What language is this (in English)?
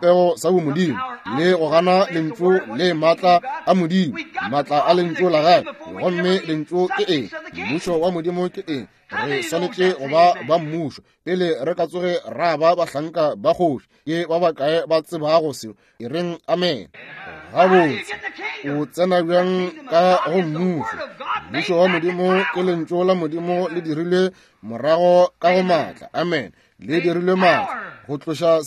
Northern Sotho